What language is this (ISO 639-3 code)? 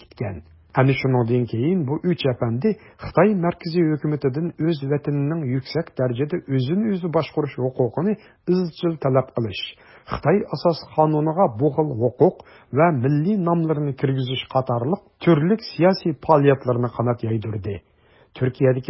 uig